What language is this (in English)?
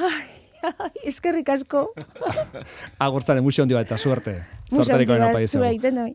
Basque